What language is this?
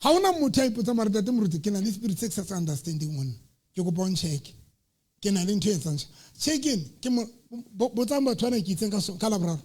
Southern Sotho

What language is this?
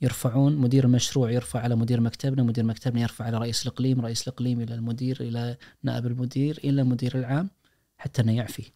Najdi Arabic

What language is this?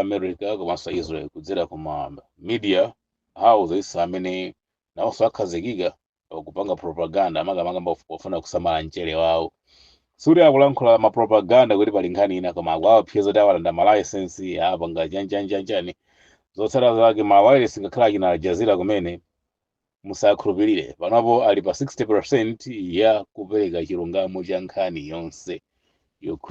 Nyanja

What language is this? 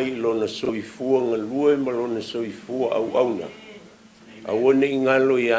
Samoan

